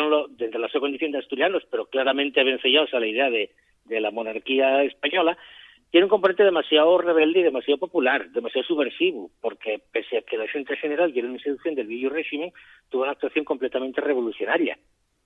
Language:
Asturian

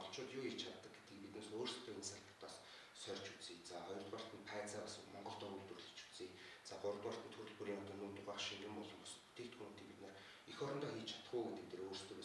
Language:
Mongolian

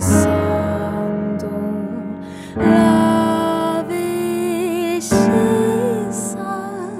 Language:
Spanish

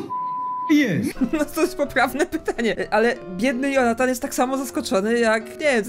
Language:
Polish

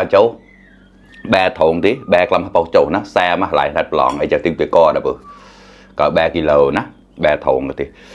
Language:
Mon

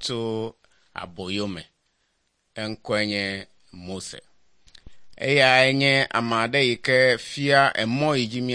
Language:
Ewe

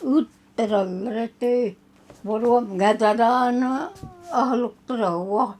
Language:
Yakut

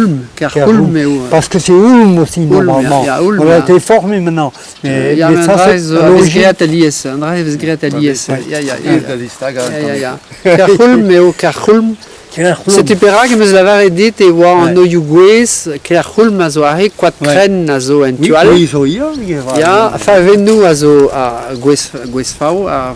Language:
Breton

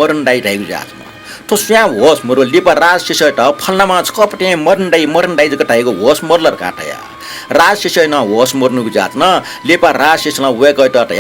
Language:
Newari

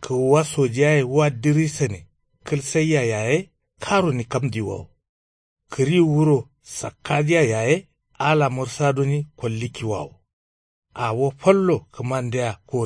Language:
Kanuri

